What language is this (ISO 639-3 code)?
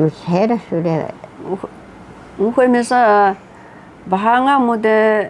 trv